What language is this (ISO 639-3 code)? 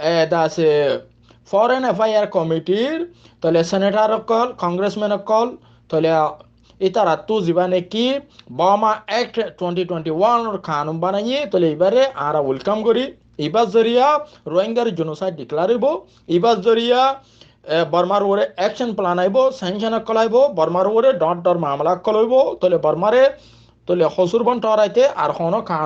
rhg